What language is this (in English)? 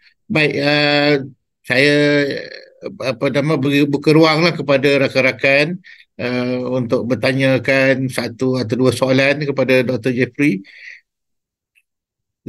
Malay